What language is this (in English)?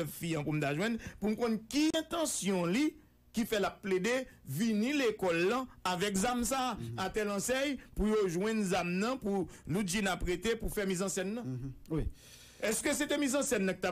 Haitian Creole